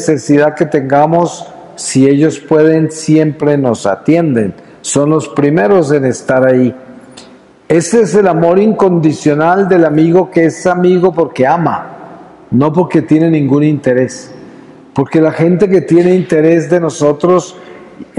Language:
Spanish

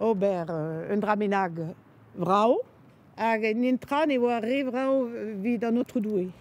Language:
Breton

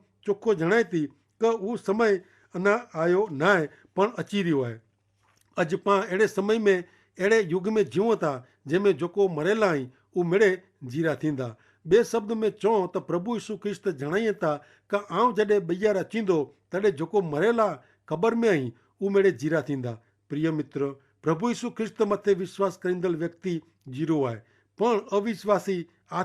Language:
Kachhi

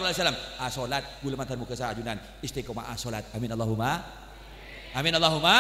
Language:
Madurese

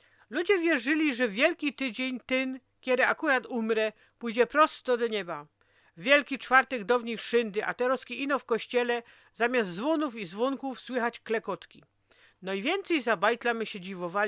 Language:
Silesian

